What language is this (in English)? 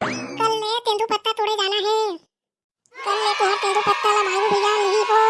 Chhattisgarhi